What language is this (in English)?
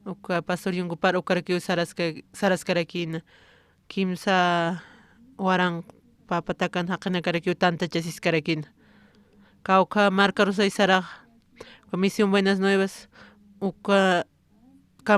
Aymara